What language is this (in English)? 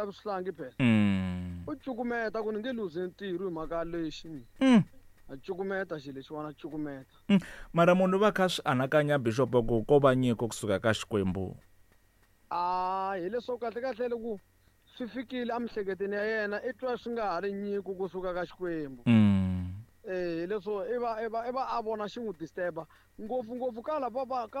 Tsonga